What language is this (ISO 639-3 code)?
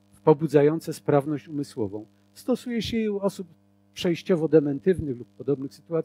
pol